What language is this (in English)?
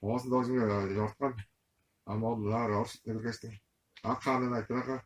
Tuvinian